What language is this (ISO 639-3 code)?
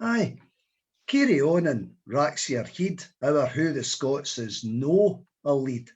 sco